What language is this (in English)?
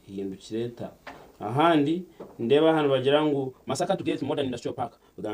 Nyankole